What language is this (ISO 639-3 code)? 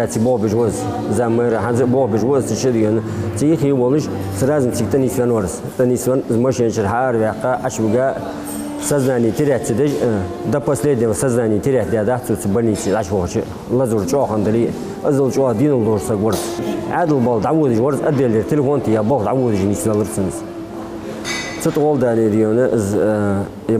inh